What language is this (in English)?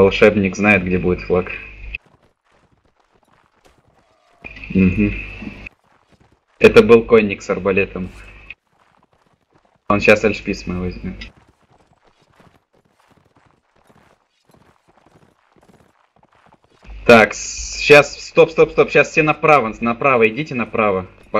Russian